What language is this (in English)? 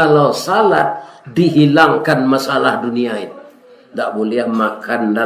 Minangkabau